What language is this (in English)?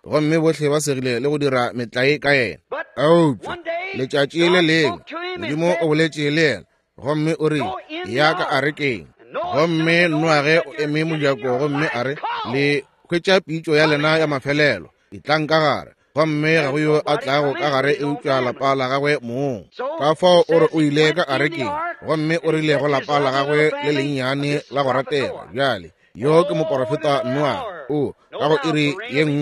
Northern Sotho